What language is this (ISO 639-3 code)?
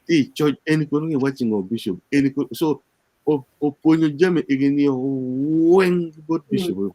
ach